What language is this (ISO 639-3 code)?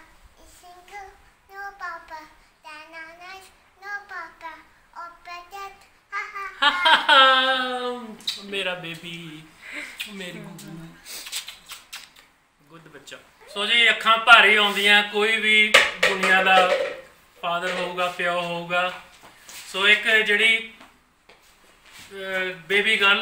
pan